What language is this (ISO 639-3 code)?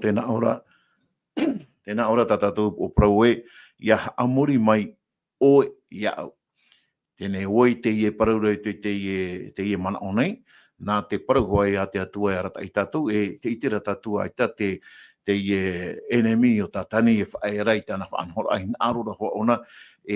tah